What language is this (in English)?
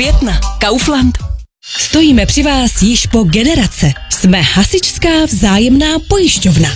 Czech